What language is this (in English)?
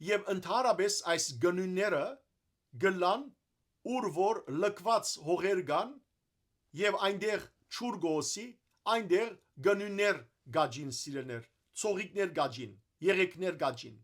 Western Armenian